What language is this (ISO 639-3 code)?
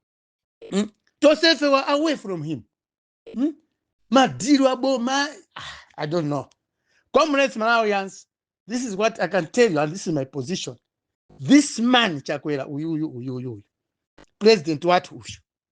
nya